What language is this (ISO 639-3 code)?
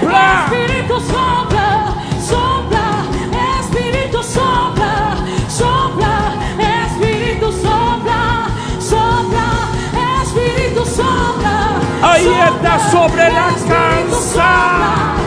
spa